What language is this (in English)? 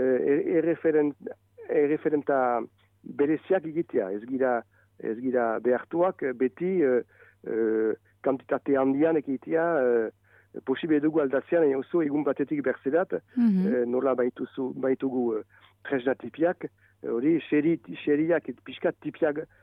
Basque